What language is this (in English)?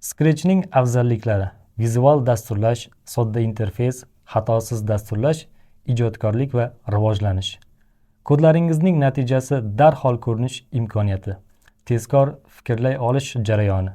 Uzbek